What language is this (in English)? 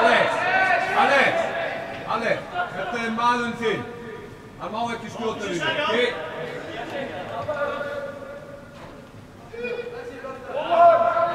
Icelandic